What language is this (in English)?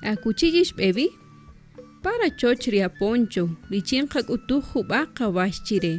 Kaqchikel